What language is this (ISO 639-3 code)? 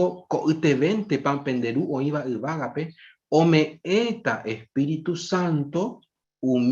grn